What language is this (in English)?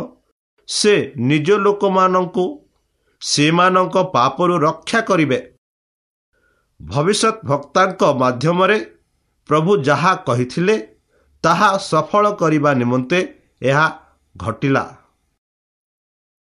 Odia